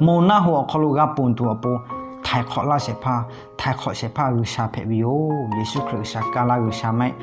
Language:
Lahu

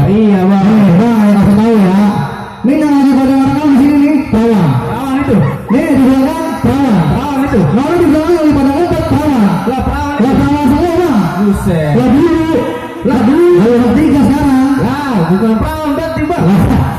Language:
Betawi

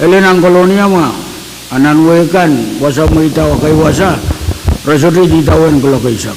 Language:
Pohnpeian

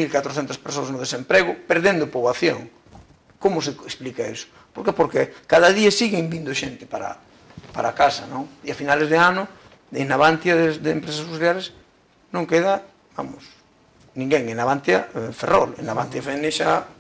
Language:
Galician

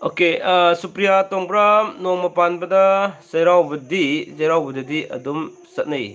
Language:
Manipuri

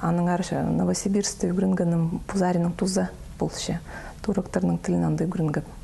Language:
Khakas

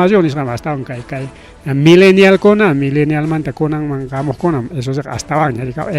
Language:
Ayacucho Quechua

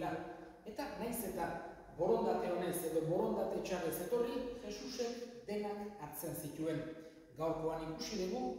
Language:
Basque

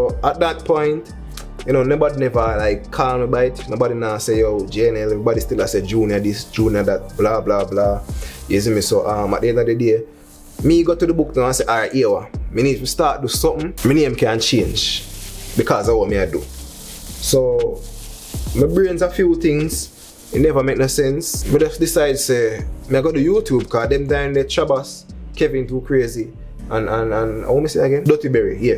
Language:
Jamaican Creole English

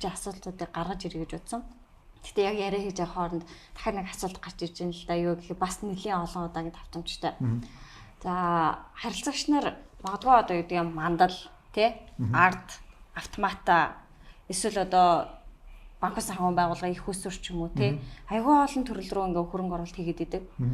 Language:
Mongolian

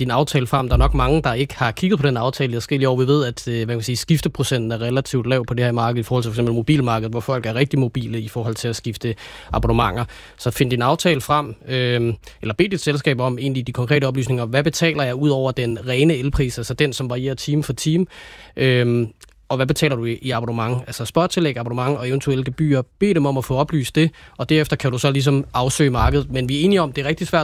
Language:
Danish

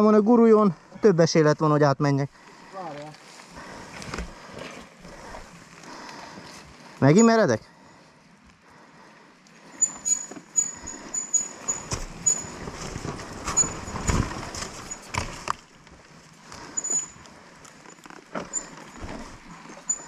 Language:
Hungarian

